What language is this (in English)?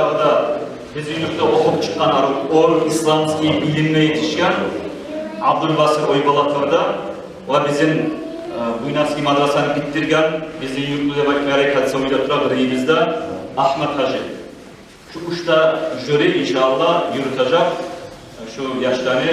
Kumyk